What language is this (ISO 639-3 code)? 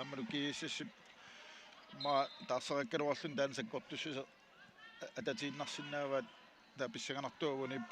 kal